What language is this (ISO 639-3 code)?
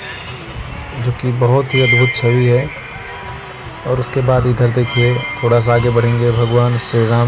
hin